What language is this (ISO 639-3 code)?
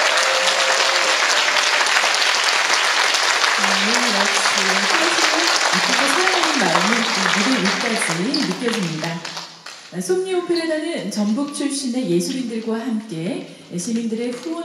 kor